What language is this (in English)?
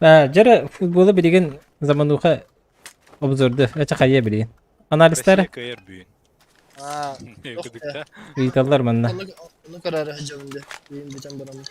Yakut